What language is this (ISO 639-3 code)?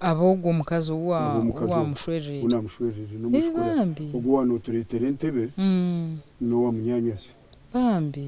nyn